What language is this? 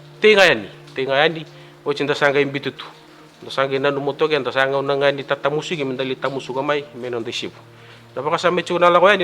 Fijian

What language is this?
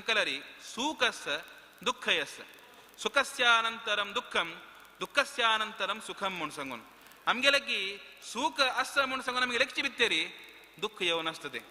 Konkani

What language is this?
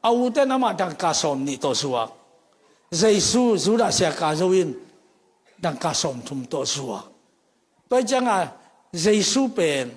Tedim Chin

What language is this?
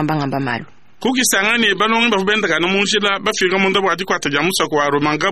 Luba-Lulua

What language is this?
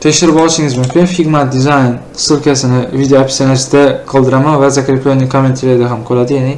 Uzbek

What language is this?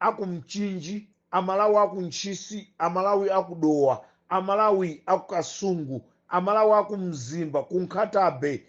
Nyanja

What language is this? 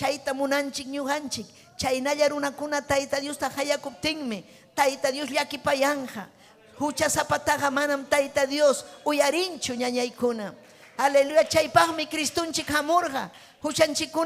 Ayacucho Quechua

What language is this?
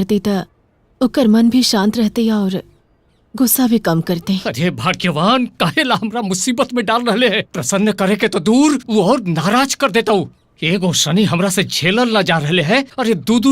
Magahi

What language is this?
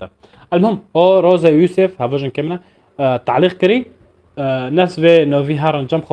North Levantine Arabic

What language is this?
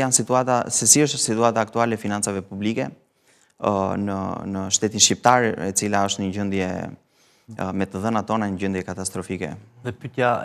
Albanian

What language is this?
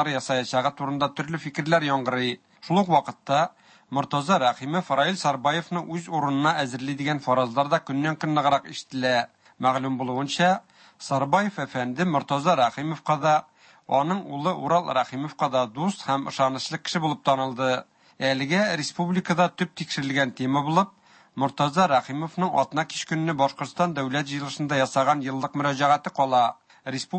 Tatar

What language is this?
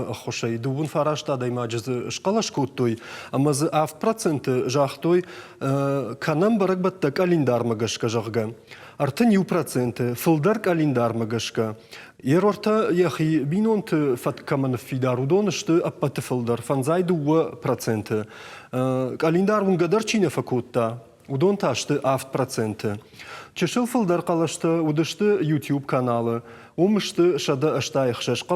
Ossetic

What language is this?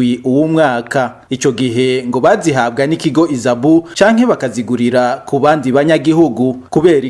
Rundi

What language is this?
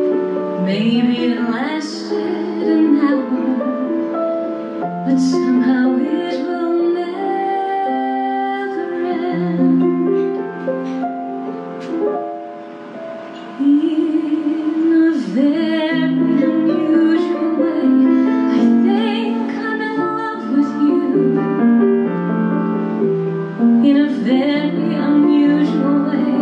English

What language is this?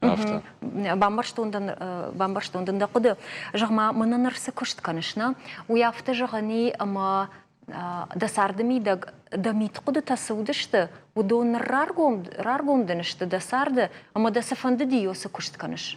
Ossetic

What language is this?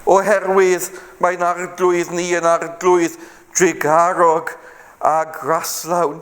Welsh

